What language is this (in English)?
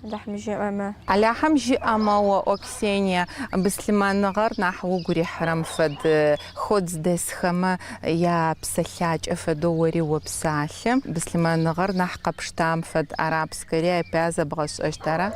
Adyghe